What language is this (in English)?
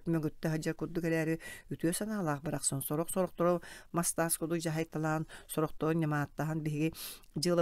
Yakut